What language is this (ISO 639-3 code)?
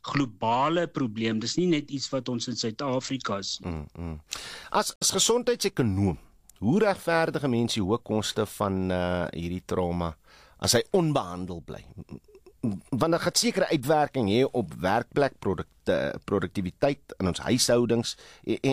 afr